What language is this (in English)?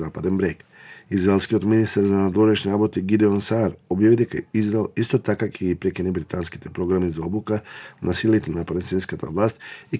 Macedonian